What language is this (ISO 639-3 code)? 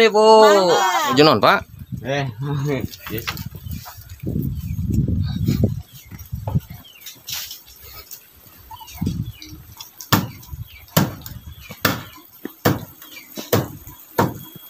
ind